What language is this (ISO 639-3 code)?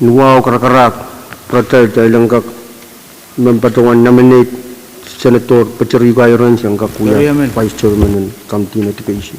pon